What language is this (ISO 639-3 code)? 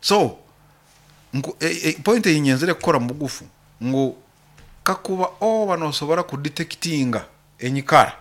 nyo